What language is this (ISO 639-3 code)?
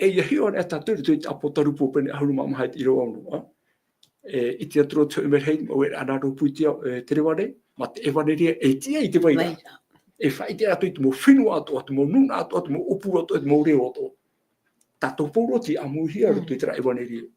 tah